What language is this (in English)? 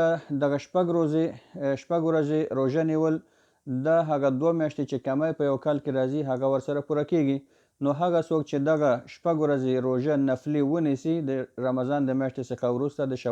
Pashto